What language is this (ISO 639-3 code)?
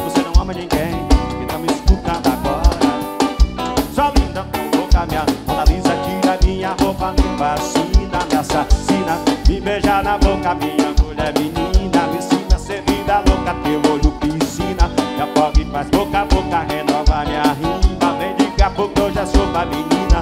por